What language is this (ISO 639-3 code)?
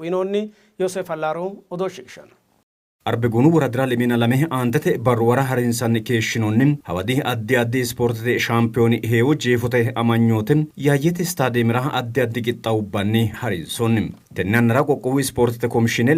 sid